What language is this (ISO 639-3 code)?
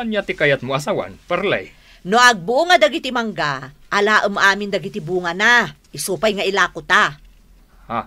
ilo